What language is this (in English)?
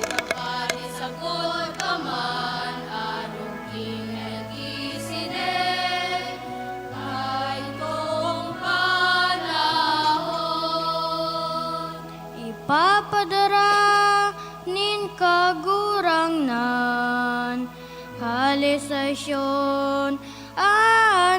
Bikol